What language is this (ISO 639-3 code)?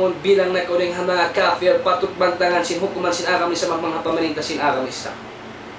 tsg